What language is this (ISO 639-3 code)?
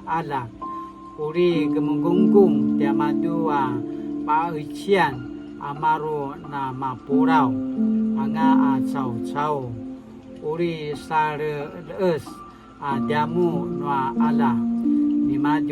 pwn